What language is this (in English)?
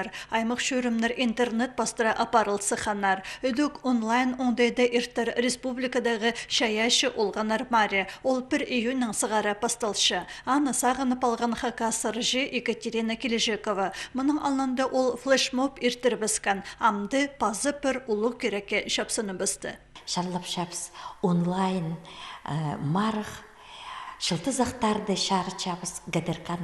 Khakas